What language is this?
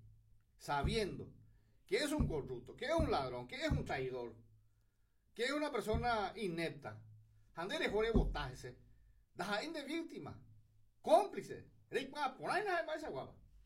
Guarani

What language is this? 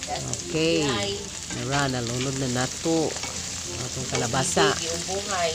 Cebuano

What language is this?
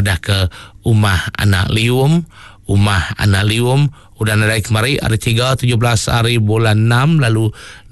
Iban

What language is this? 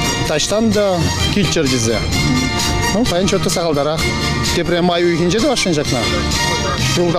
Chuvash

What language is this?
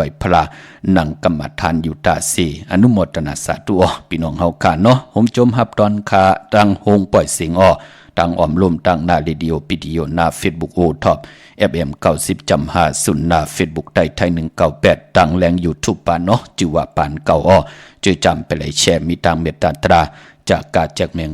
Shan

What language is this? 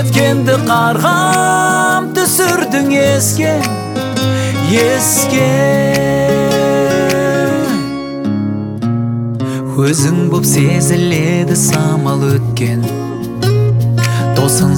Kazakh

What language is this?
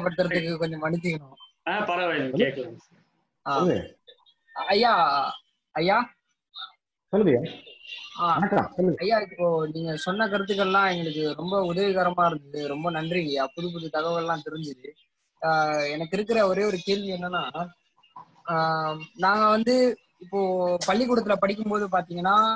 Tamil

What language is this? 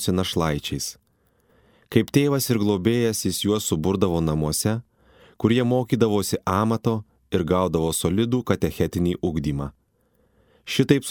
Lithuanian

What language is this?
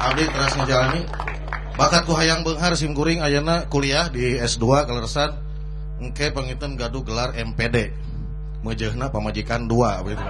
Sundanese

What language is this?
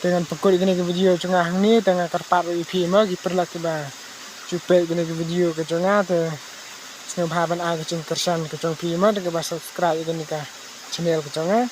Khasi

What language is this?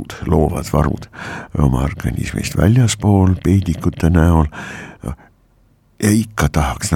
Estonian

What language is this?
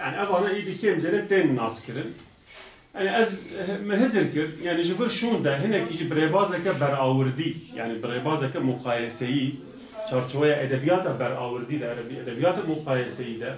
Kurdish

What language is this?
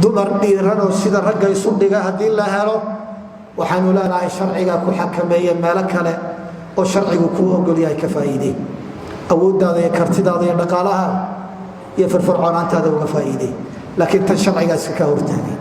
Somali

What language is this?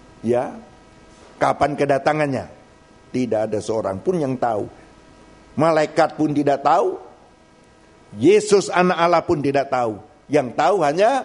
Indonesian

